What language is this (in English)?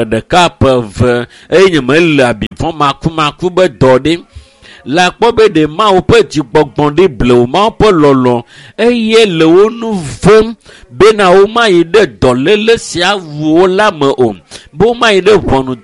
Ewe